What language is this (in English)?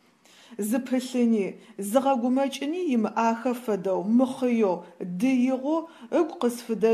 Adyghe